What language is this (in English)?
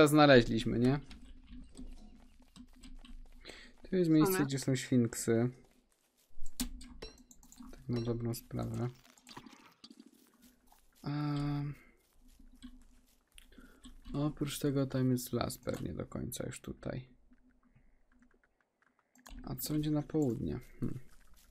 Polish